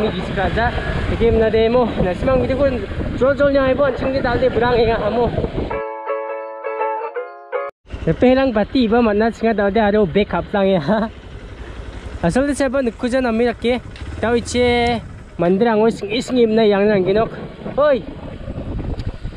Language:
Garo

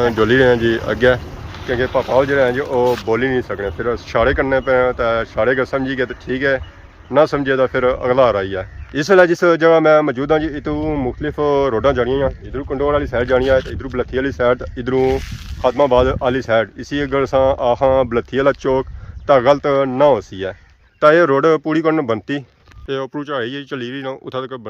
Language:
Pahari-Potwari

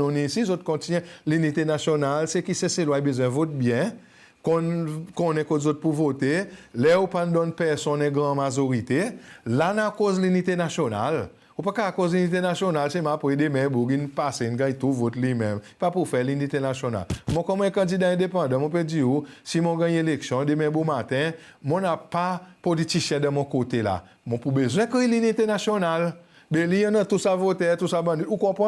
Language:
Seselwa Creole French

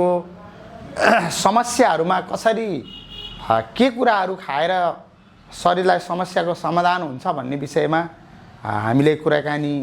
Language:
Nepali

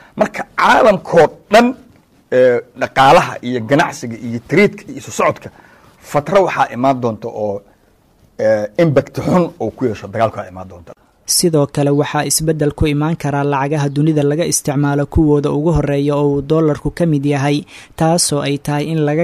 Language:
Somali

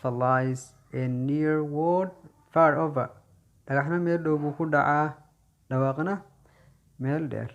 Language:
Somali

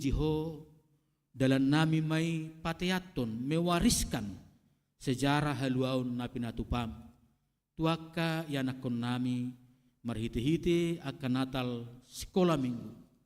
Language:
Batak Toba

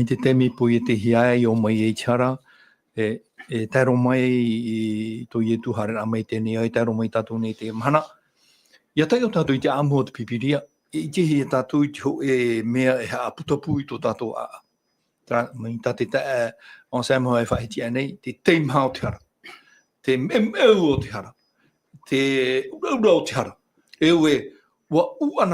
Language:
Tahitian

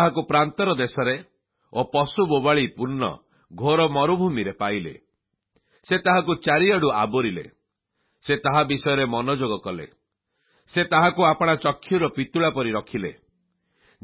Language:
Odia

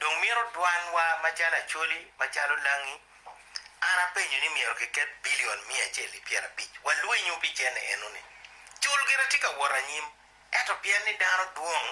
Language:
Acoli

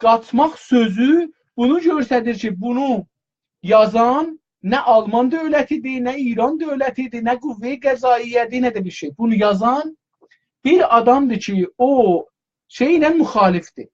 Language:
South Azerbaijani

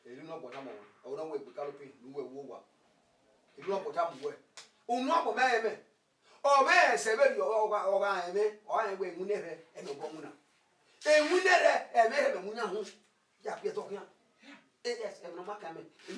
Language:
Bini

